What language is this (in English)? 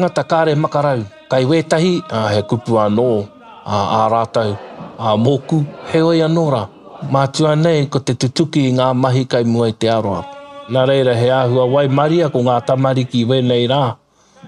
Māori